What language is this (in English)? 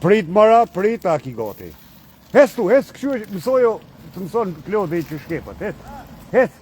Albanian